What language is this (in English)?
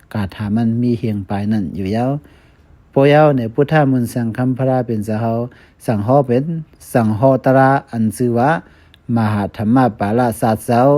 Shan